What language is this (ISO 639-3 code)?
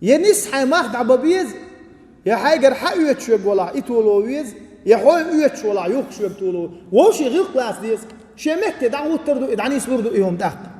che